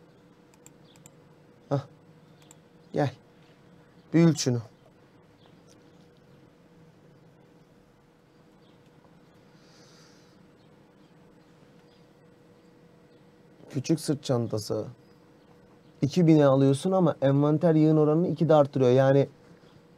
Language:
Turkish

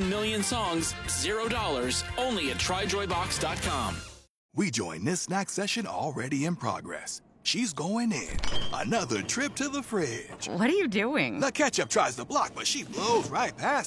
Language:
English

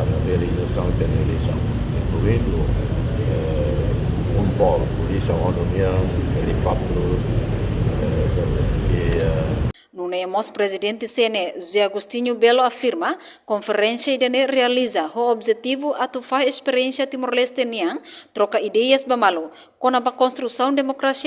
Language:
Tetum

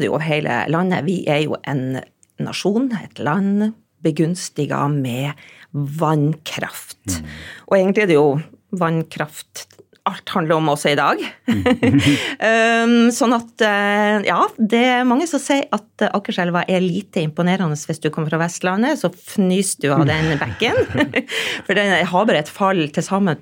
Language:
Norwegian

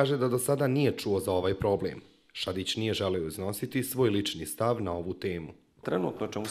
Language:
Bosnian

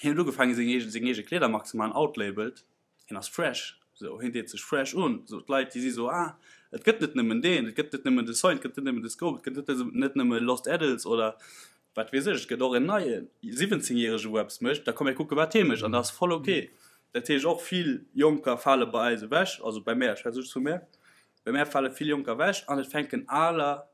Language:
Luxembourgish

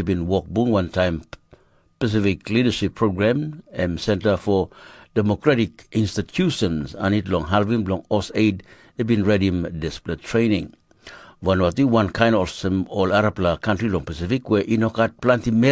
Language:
Tok Pisin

